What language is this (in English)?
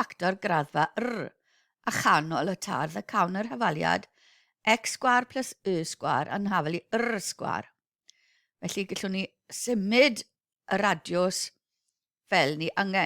Welsh